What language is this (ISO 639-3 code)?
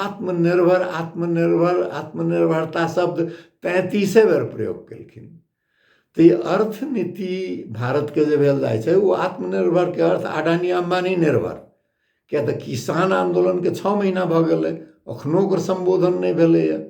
mai